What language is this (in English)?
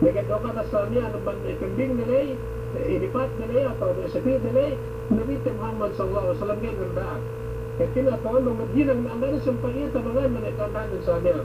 Yakan